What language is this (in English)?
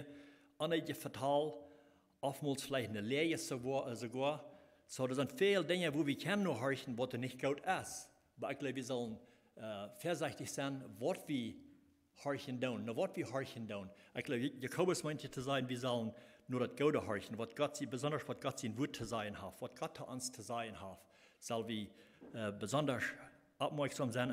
Plautdietsch